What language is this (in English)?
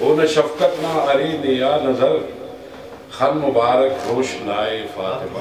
Brahui